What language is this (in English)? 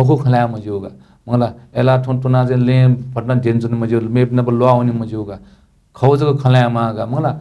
Newari